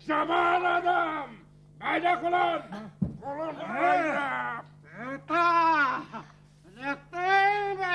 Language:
Bashkir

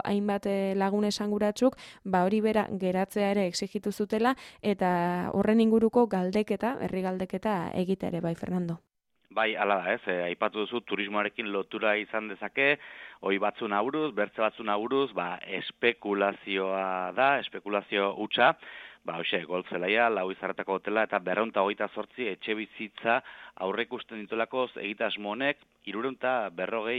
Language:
Basque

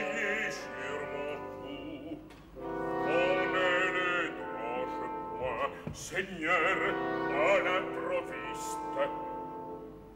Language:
French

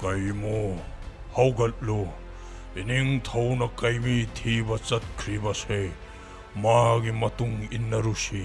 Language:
Manipuri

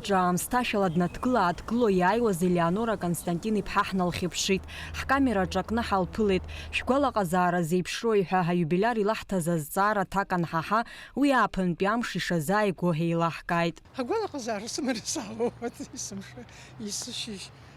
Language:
Abkhazian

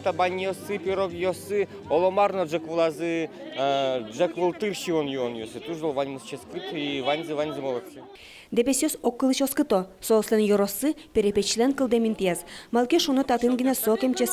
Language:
Udmurt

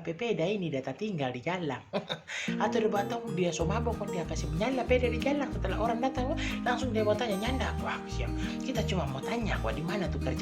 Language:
Manado Malay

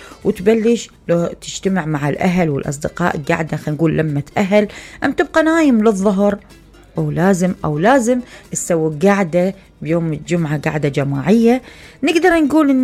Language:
Mesopotamian Arabic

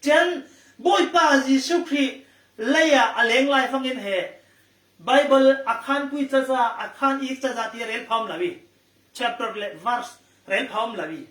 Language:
Falam Chin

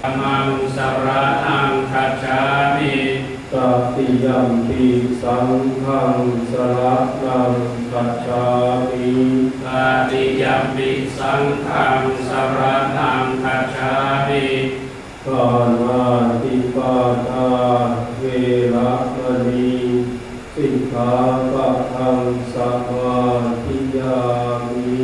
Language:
Pali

